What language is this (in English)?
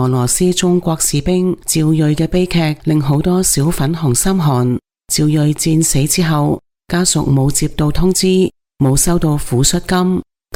Cantonese